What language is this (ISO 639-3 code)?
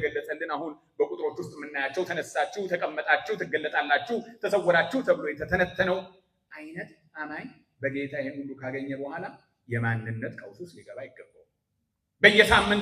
amh